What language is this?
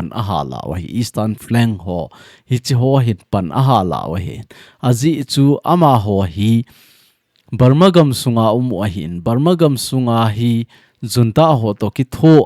Thado Chin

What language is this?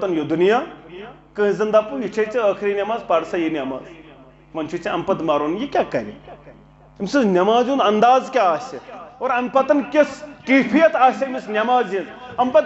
Kashmiri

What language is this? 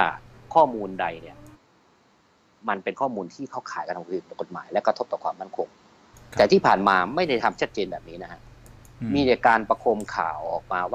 Thai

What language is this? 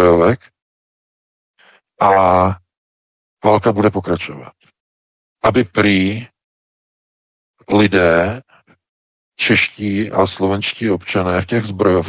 Czech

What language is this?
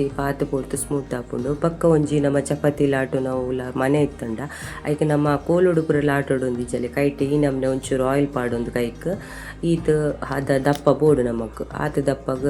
Tulu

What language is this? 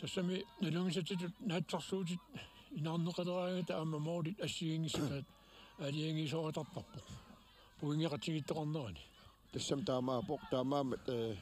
Kalaallisut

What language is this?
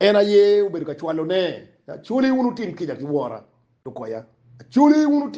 Acoli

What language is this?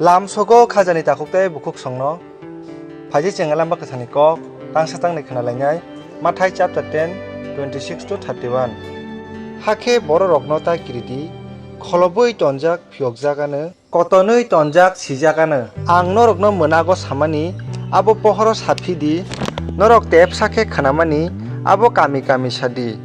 Kok Borok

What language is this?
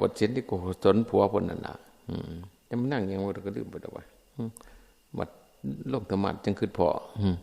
Northeastern Thai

